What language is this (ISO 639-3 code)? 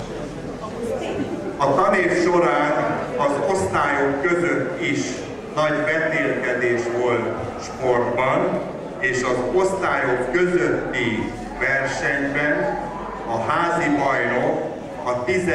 hun